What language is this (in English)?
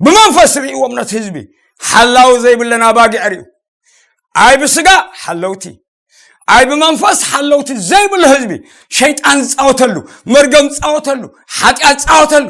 Tigrinya